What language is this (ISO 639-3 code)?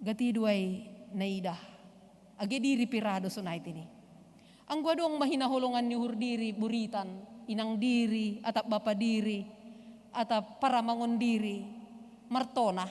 bts